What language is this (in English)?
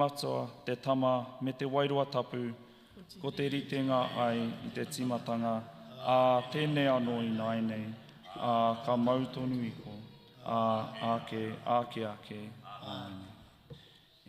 Māori